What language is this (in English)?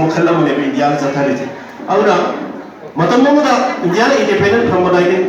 Manipuri